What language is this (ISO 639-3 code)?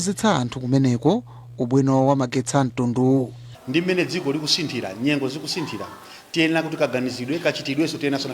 nya